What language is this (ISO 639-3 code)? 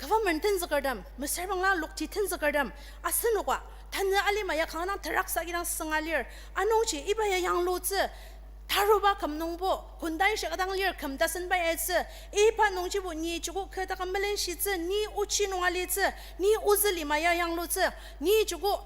njo